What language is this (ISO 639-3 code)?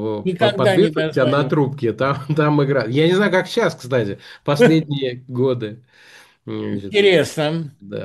rus